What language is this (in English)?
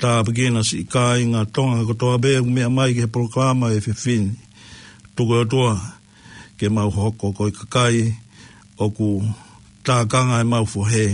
Tongan